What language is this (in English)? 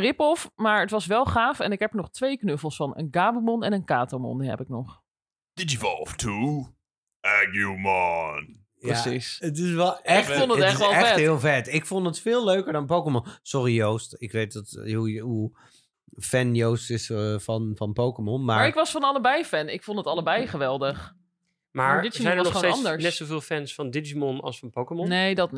Dutch